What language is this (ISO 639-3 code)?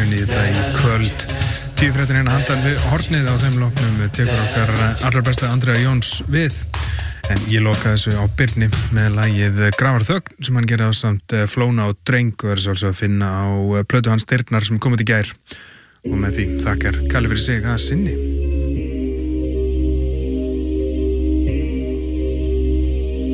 isl